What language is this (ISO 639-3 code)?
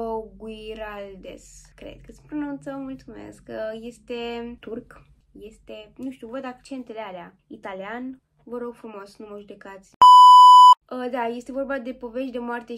ron